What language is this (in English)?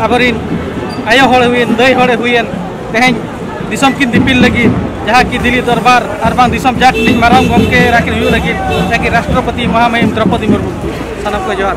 Santali